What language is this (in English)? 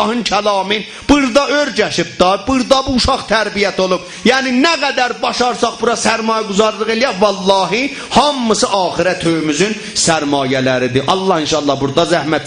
South Azerbaijani